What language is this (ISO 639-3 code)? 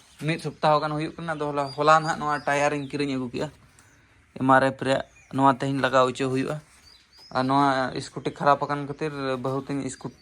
sat